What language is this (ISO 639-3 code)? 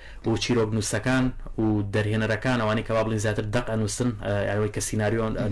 ckb